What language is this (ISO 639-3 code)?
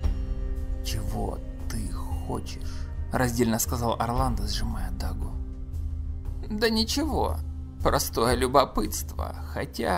rus